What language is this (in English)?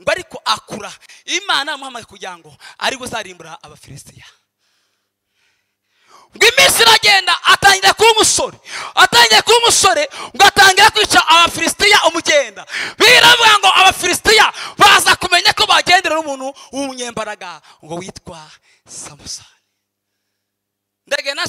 Kinyarwanda